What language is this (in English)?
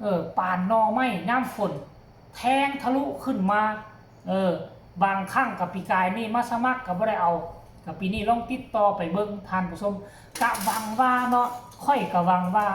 Lao